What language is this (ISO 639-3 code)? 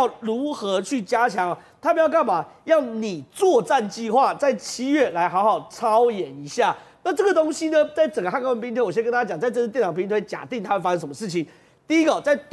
zho